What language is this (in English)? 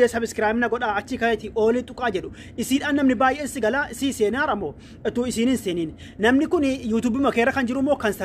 Oromo